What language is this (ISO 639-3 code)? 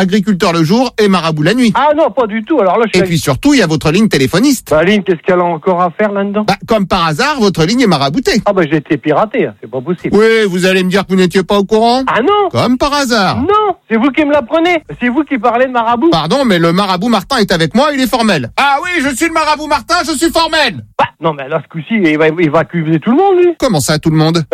fra